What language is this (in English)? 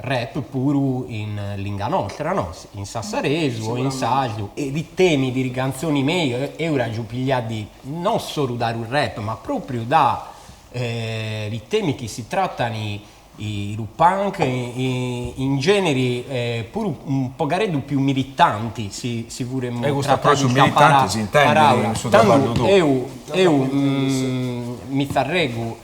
Sardinian